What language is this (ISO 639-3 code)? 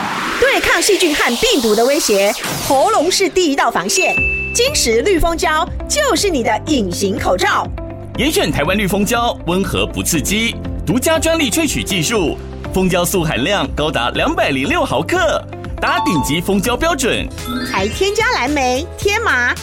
zho